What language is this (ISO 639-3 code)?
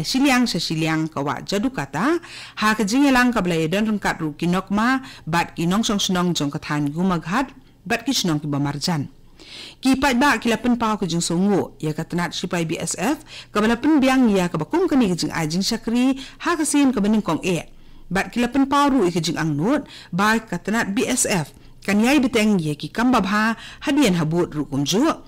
kha